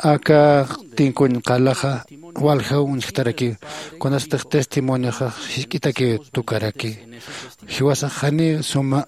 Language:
Aymara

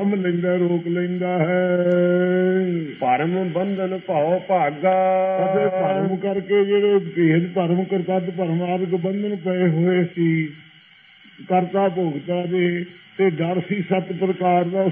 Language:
Punjabi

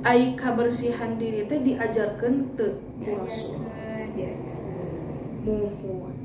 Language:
Sundanese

